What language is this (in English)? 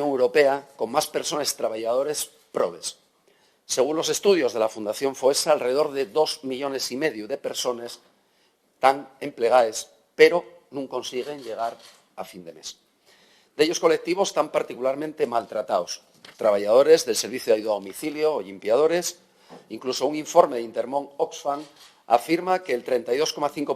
Asturian